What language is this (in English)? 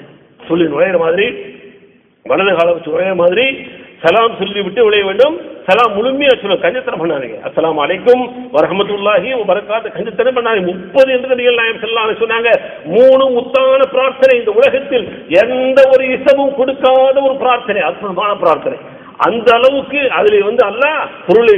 Tamil